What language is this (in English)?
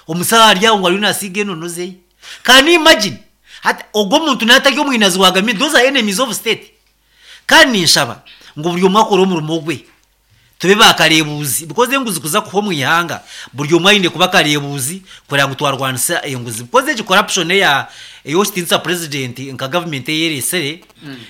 Nyankole